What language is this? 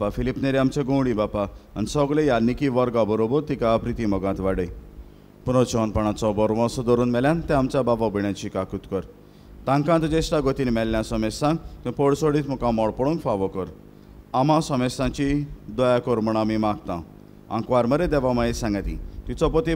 Konkani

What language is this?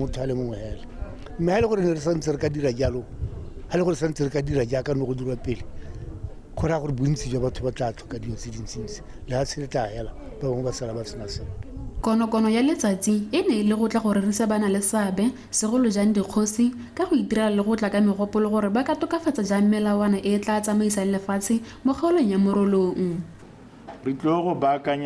Tswana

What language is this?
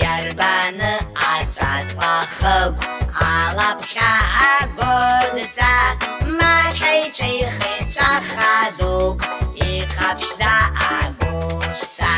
Abkhazian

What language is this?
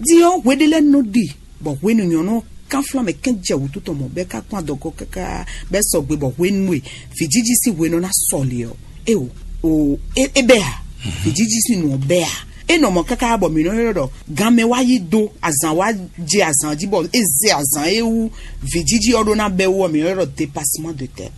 Fon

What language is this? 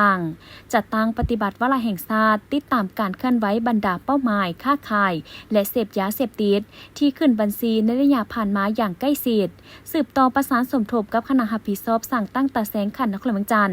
Lao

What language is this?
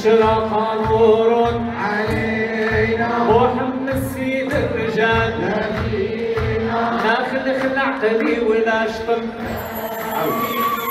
Arabic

